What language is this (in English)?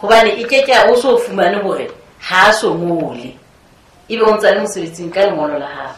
Southern Sotho